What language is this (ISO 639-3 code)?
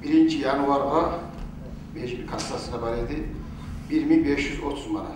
kum